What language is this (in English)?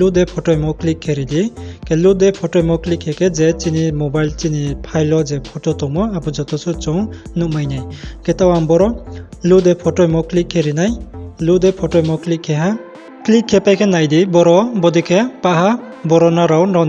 Riang (India)